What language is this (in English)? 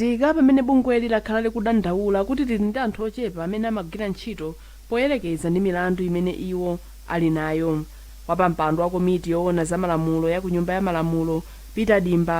Nyanja